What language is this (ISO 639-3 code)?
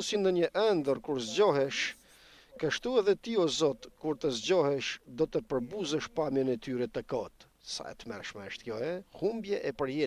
sqi